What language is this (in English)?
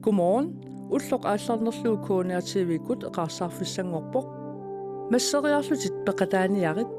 Kalaallisut